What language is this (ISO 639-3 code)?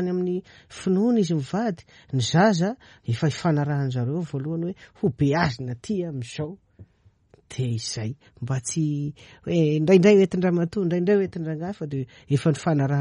mlg